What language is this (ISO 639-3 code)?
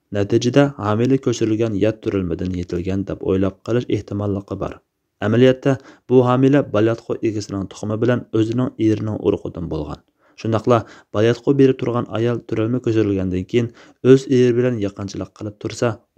uig